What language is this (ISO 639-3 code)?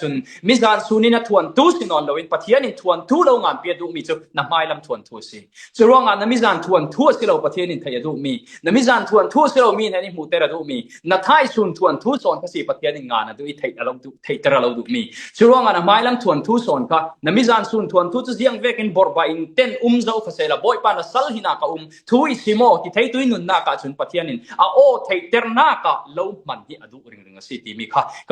cfm